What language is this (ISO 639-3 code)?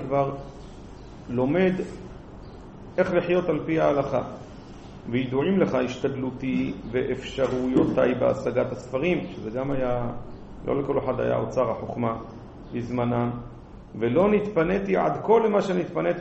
heb